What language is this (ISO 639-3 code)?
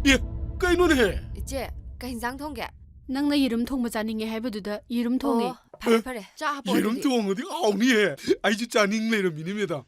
mni